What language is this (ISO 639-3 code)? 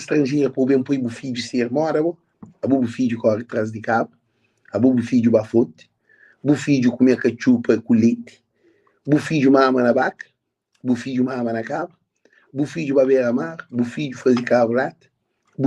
kea